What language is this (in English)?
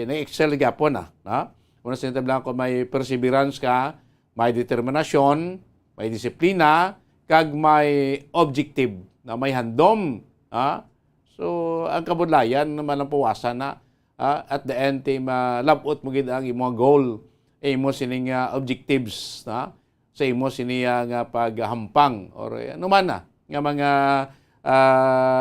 Hiligaynon